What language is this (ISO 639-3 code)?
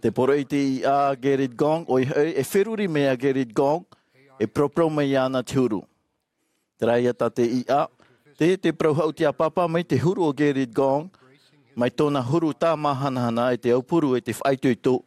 tah